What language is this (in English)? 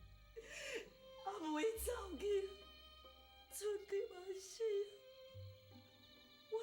Min Nan Chinese